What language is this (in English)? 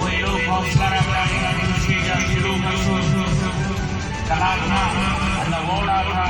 Brahui